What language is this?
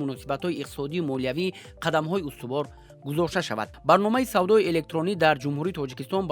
Tajik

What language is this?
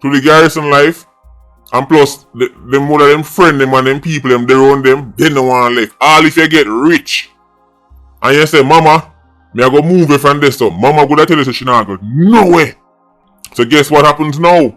Jamaican Creole English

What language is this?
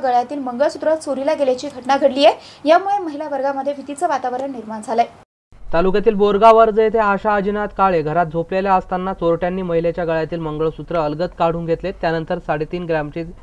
Marathi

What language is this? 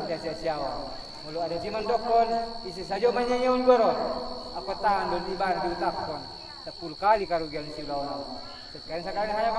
Batak Angkola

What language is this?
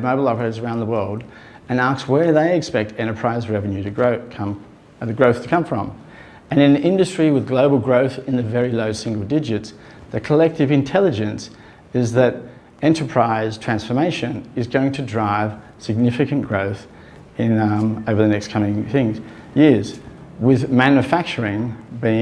English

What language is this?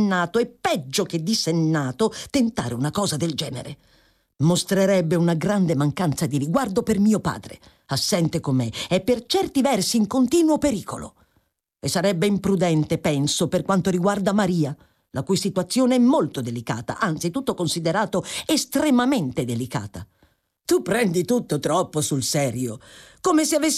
Italian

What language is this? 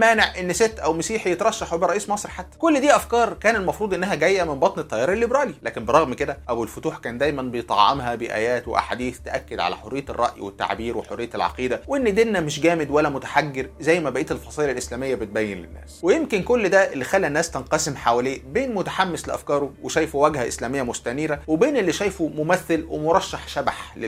Egyptian Arabic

